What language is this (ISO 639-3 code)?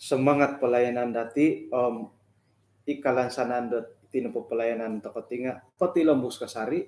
dtp